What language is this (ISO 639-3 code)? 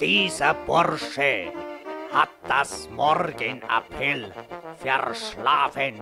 bar